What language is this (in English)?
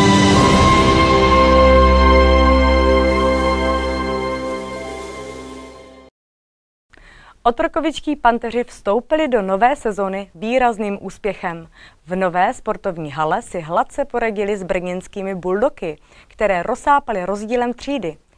Czech